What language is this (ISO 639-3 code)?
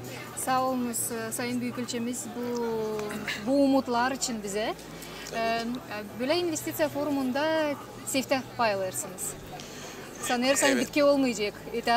gag